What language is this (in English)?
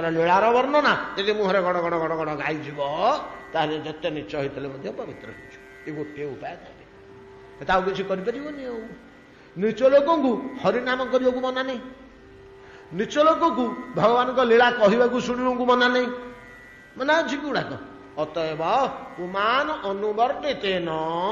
Odia